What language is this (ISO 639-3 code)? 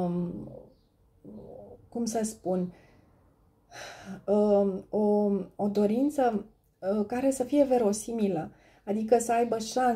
ron